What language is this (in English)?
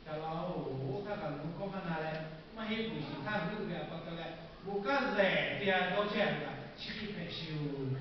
Lahu